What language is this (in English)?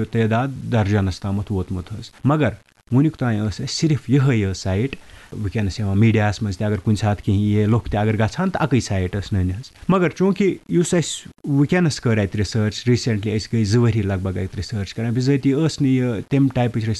Kashmiri